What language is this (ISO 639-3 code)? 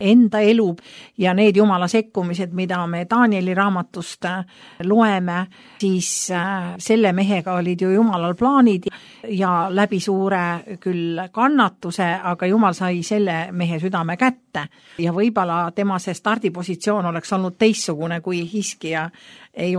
est